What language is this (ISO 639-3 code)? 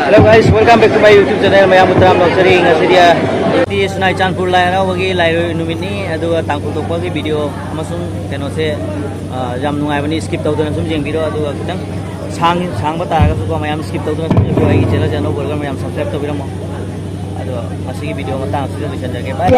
mni